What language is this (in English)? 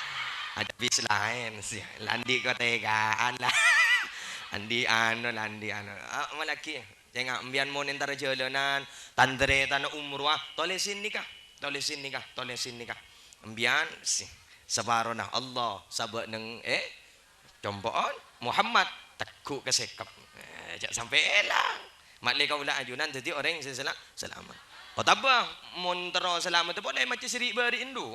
Madurese